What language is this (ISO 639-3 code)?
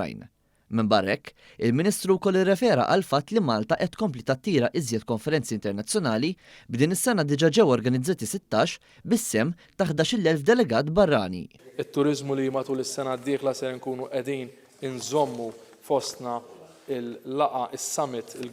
mlt